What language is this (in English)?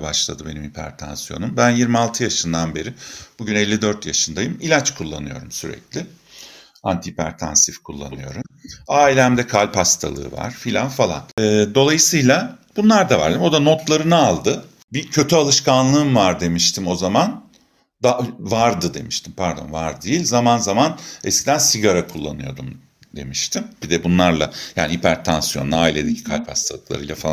Turkish